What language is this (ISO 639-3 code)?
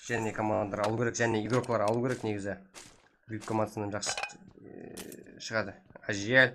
kaa